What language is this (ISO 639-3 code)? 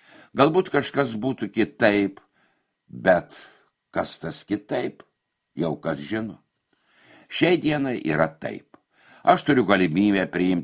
lit